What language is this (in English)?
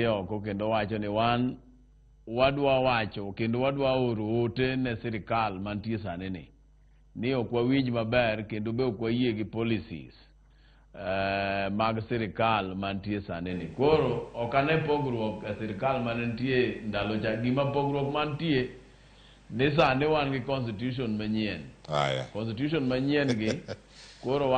Luo (Kenya and Tanzania)